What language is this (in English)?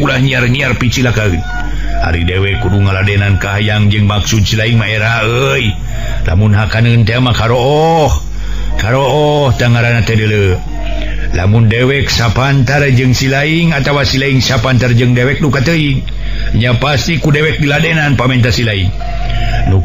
Sundanese